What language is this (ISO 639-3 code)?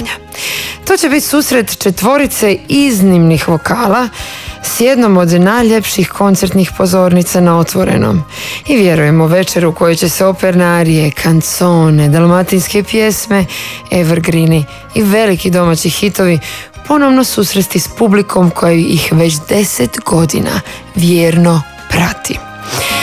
hrv